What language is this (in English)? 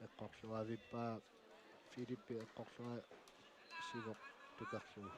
Kalaallisut